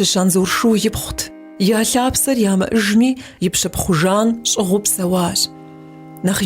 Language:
Kabardian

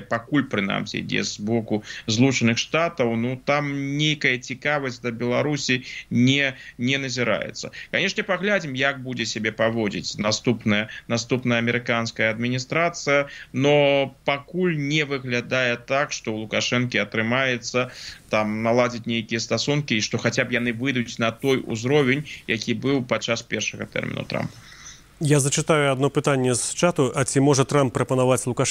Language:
Belarusian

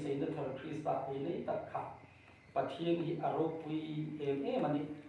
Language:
Hmar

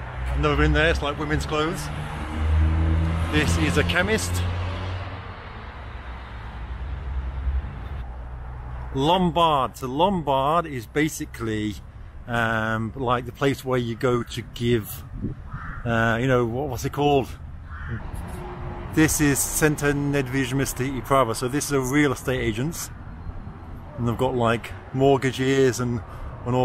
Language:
English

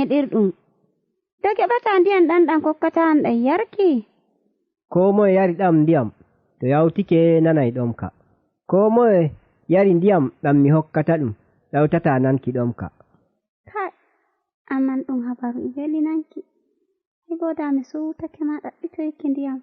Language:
Nigerian Fulfulde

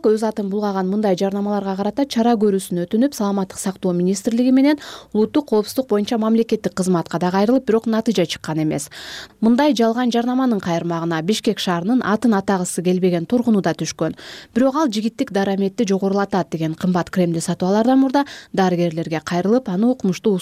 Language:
Kyrgyz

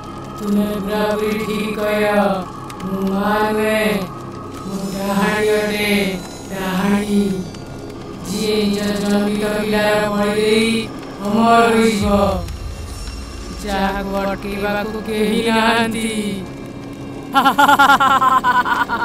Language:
Odia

